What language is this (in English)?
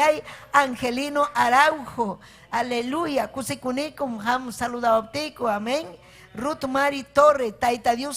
Ayacucho Quechua